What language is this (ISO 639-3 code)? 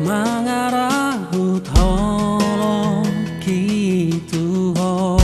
bbc